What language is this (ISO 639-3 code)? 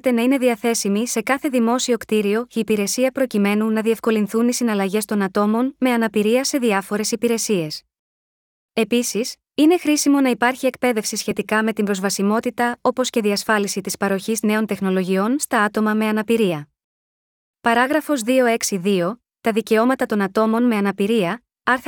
ell